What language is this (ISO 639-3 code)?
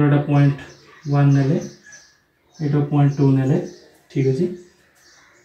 ori